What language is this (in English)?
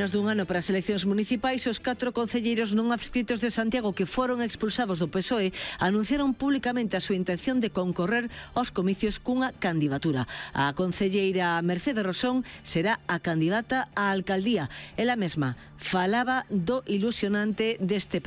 Galician